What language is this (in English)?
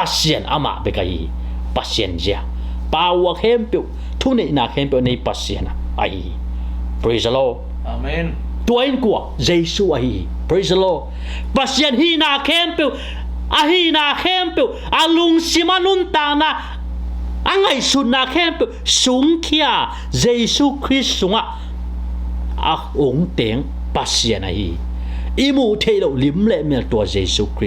Tedim Chin